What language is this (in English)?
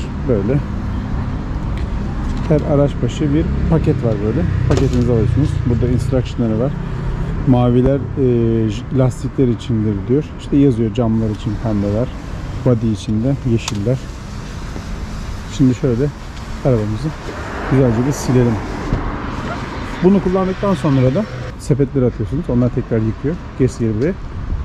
Turkish